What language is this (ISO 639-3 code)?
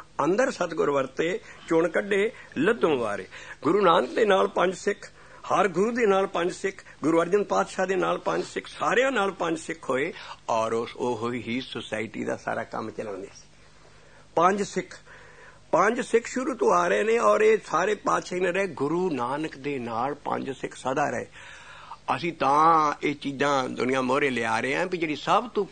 pan